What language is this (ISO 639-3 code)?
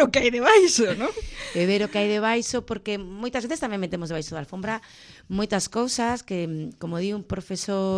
glg